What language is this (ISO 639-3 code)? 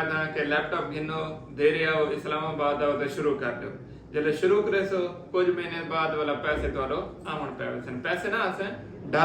skr